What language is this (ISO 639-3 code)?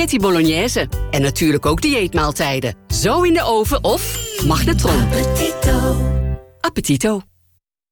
nld